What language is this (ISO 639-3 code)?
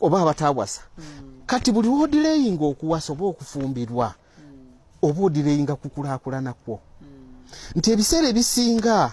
lug